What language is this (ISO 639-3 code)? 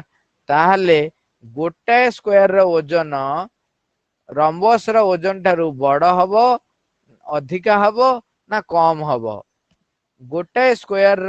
ori